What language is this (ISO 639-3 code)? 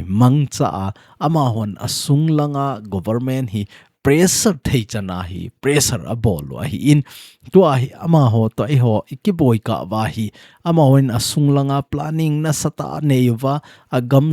tcz